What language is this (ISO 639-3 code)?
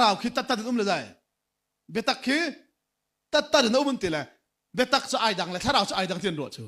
cnh